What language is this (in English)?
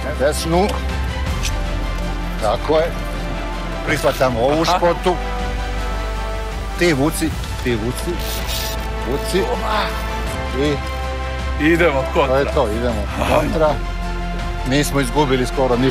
Serbian